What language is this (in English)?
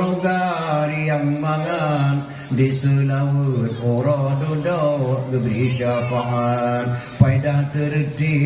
Achinese